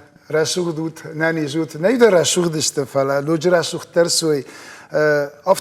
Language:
Ossetic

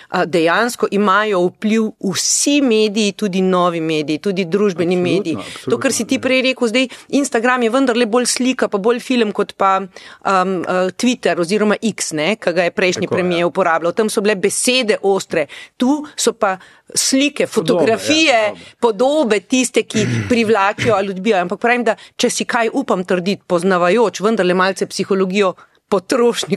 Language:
Slovenian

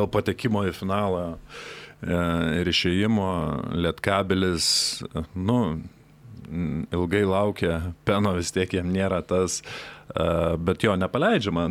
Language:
Lithuanian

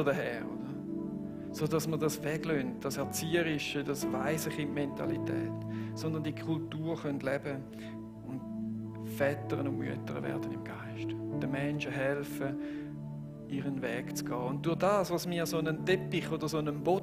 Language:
Swiss German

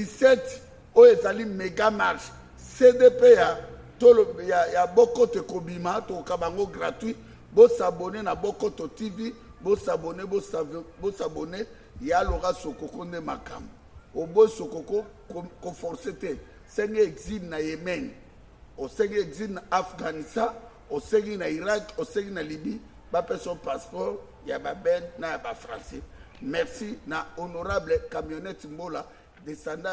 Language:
Lingala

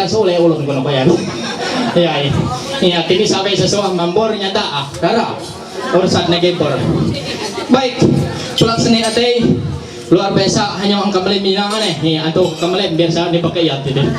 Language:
Ma'anyan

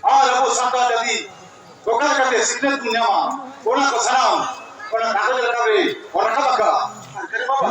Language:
Santali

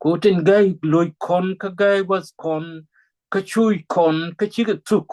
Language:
Nuer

